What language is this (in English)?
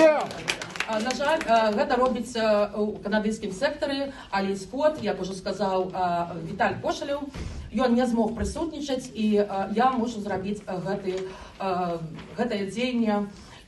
Belarusian